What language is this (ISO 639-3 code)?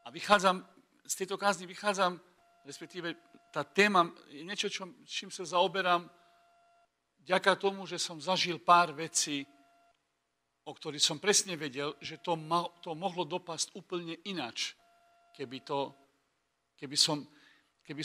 slk